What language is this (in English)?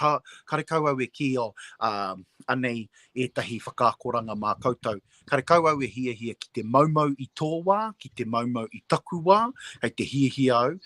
Māori